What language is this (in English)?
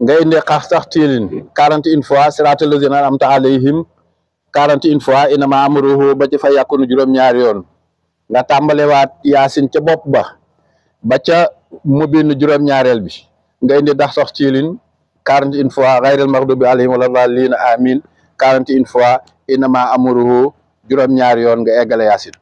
Wolof